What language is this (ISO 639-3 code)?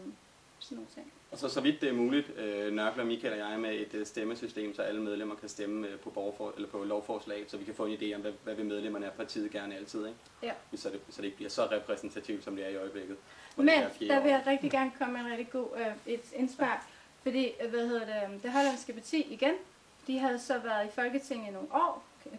dan